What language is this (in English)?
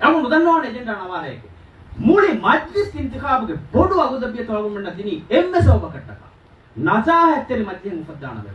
Divehi